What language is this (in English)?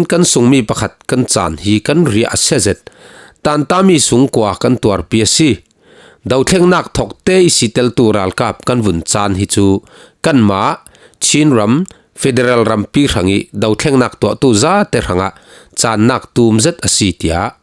Falam Chin